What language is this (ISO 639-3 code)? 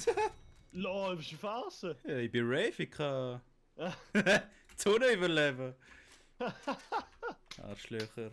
gsw